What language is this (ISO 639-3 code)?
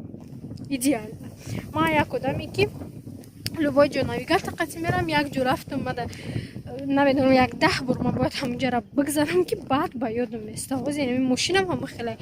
tgk